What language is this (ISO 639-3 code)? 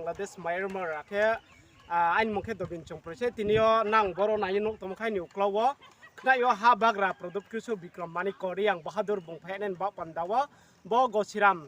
ria